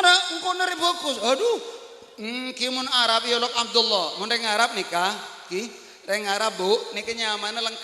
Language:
Madurese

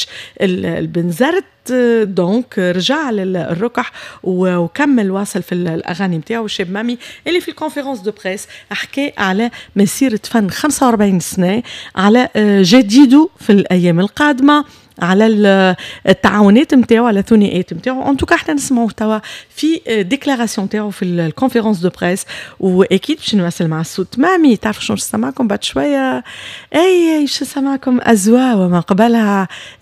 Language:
Tunisian Arabic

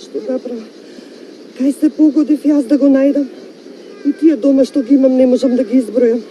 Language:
Macedonian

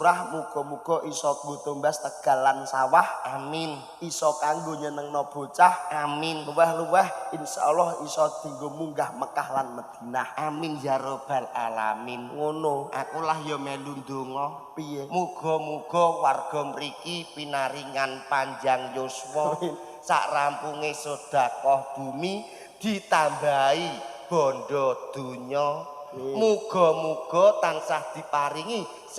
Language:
Javanese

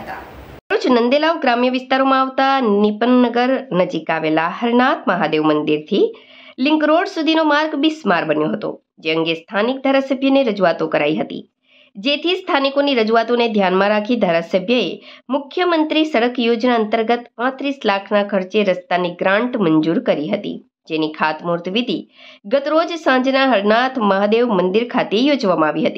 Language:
Gujarati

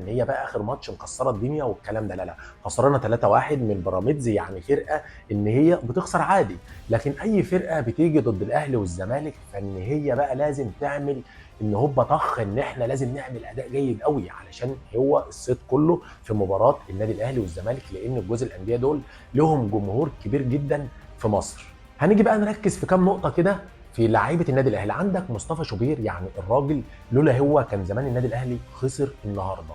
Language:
Egyptian Arabic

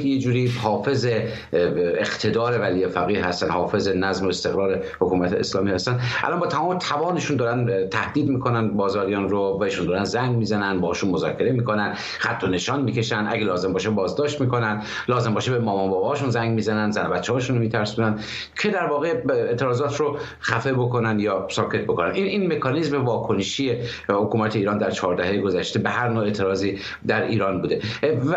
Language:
Persian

